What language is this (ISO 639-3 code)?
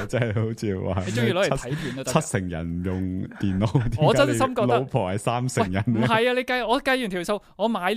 yue